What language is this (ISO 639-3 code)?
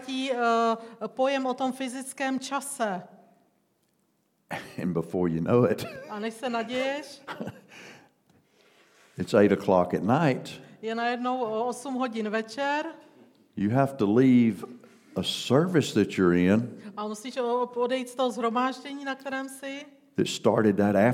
ces